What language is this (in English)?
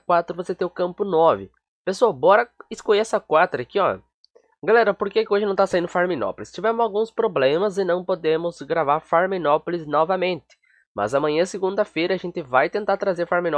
Portuguese